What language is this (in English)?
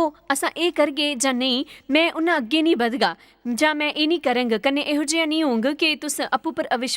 Dogri